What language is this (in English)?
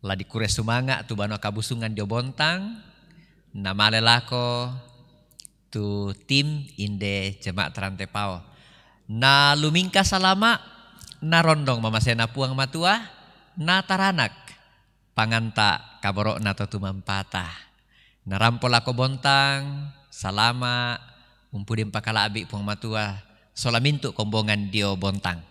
Toraja-Sa'dan